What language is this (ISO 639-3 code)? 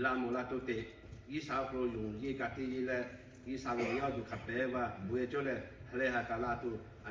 lhu